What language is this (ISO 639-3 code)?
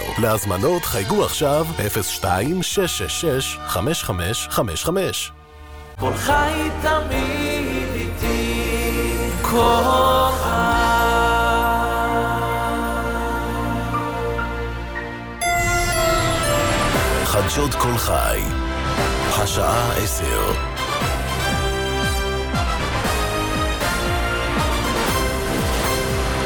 heb